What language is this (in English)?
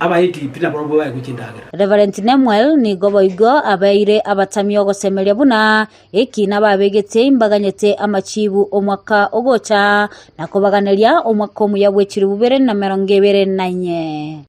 Gusii